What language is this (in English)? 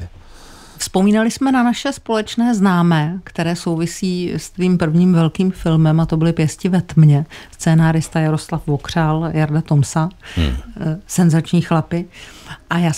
Czech